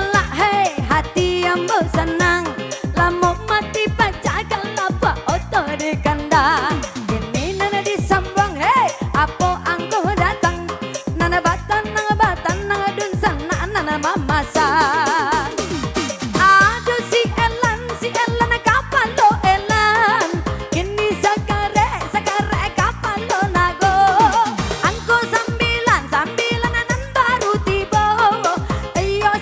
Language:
Minangkabau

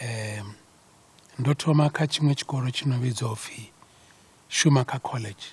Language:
Venda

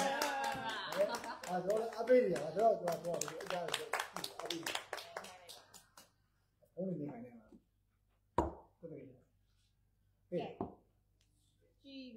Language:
Burmese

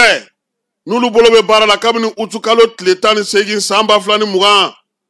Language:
Bambara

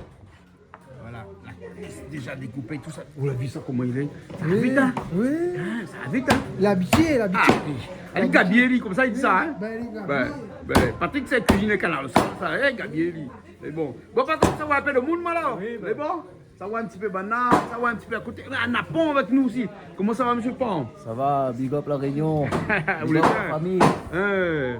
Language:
Réunion Creole French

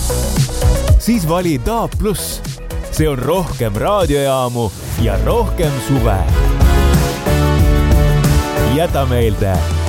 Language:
Estonian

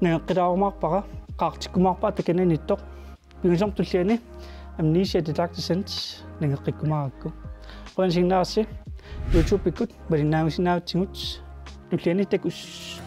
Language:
Kalaallisut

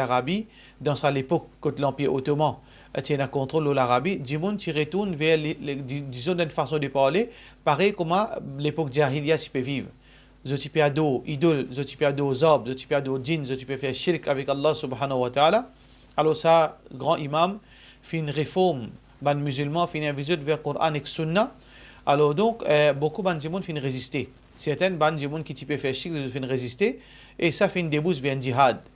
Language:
Morisyen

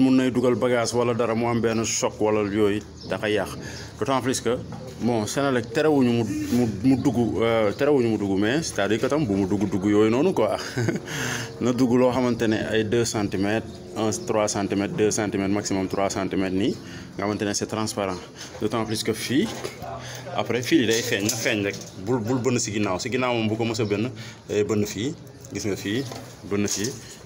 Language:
Wolof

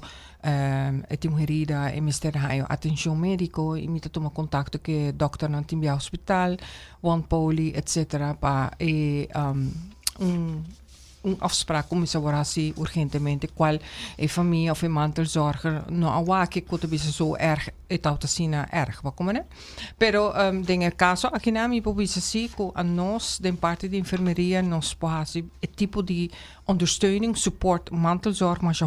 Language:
Papiamento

